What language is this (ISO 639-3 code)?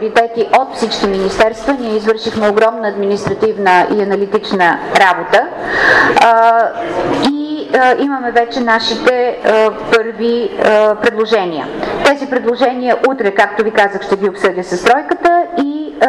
bul